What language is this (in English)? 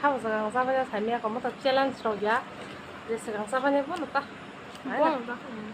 Kok Borok